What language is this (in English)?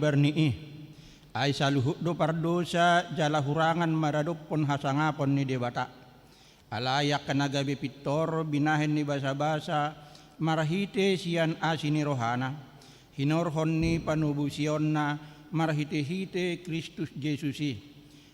Batak Toba